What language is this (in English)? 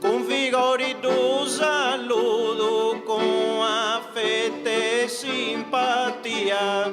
Sardinian